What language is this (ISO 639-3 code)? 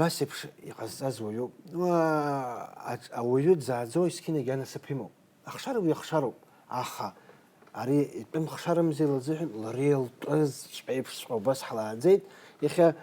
abk